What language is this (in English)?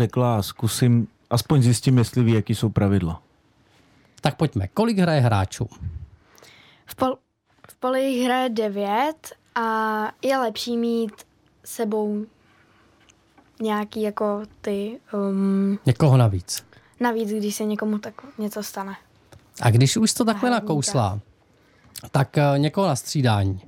Czech